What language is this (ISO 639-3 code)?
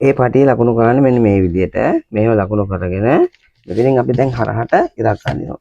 sin